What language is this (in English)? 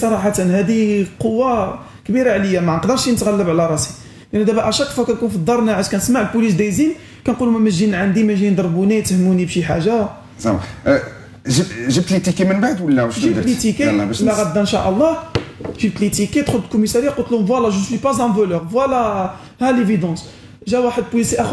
Moroccan Arabic